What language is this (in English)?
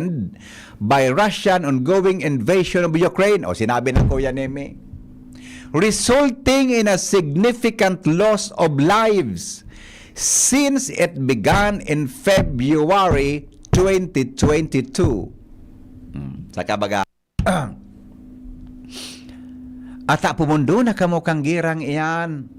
Bikol